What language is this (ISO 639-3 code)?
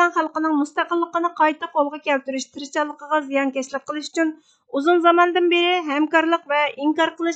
uig